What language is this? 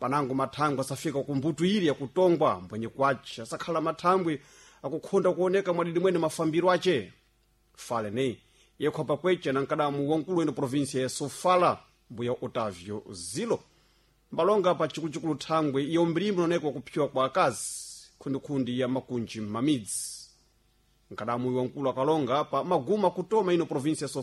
Sena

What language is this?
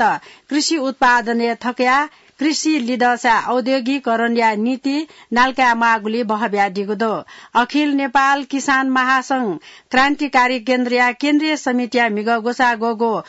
Newari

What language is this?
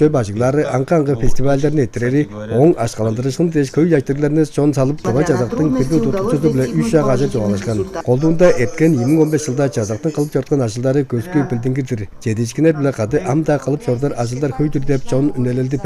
Tuvinian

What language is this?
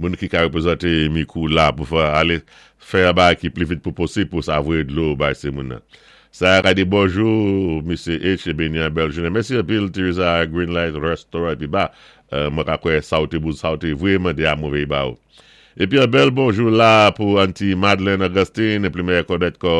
Saint Lucian Creole French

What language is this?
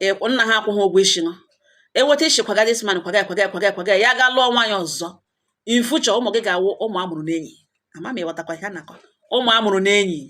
Igbo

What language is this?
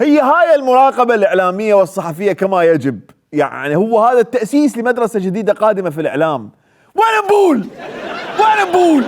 Mesopotamian Arabic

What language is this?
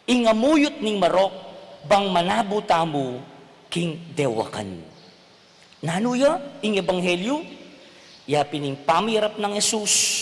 Pampanga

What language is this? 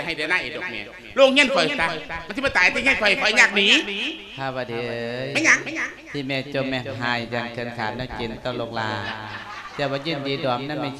Lao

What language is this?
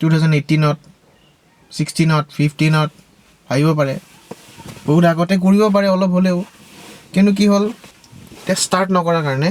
Assamese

